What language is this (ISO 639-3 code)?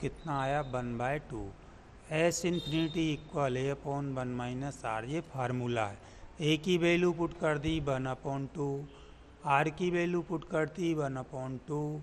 hin